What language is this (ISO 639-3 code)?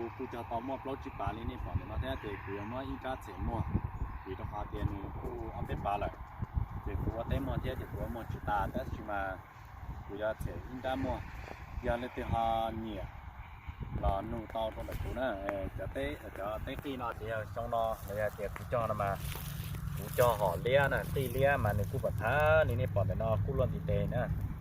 hmn